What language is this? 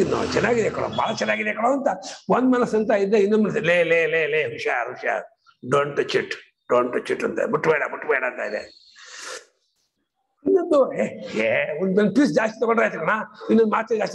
Kannada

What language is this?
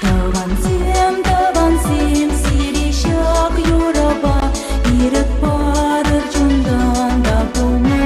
Chuvash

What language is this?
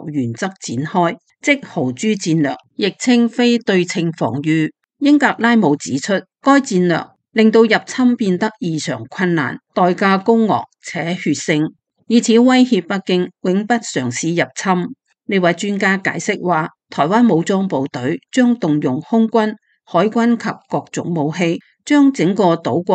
Cantonese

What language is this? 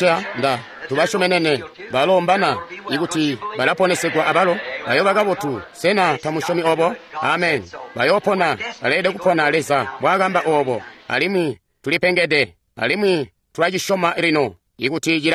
Tonga (Zambia)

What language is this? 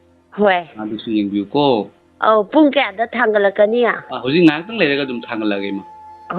Manipuri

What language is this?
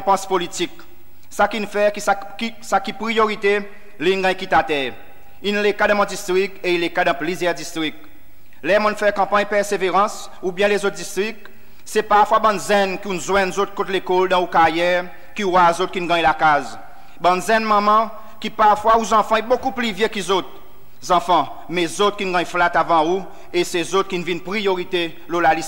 Seselwa Creole French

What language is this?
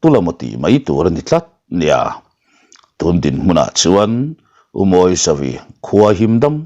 Mizo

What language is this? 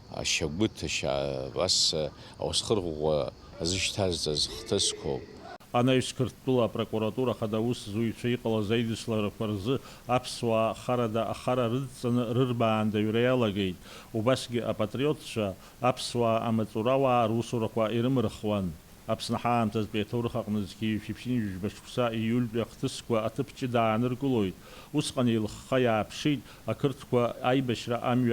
Abkhazian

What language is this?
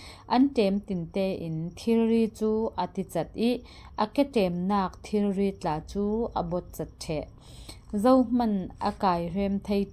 Falam Chin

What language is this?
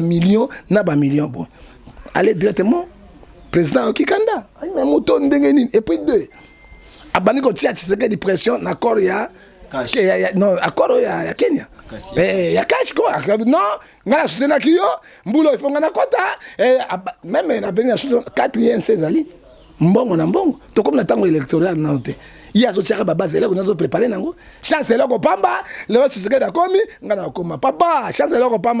Lingala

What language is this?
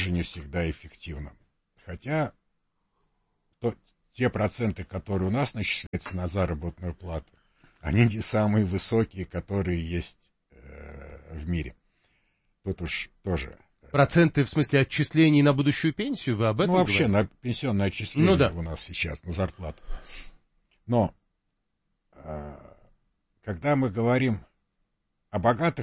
Russian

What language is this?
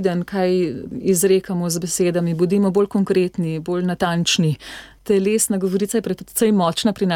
Slovenian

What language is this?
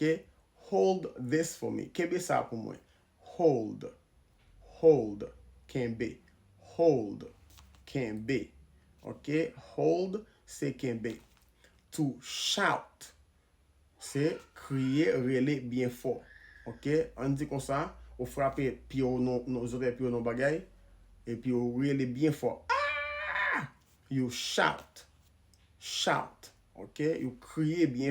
Haitian Creole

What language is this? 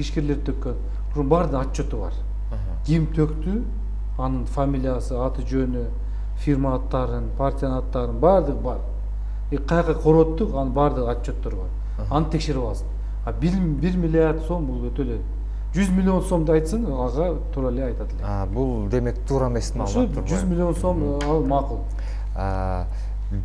Kyrgyz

